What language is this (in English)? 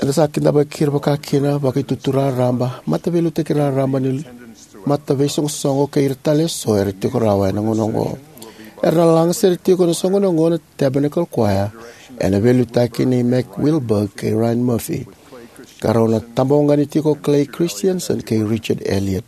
Fijian